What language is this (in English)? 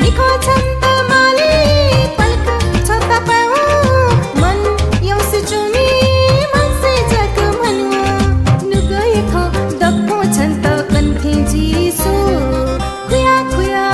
Newari